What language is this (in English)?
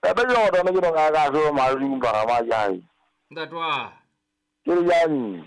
Southern Sotho